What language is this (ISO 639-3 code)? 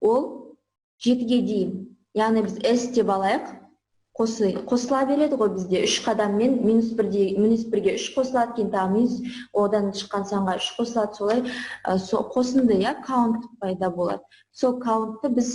kaz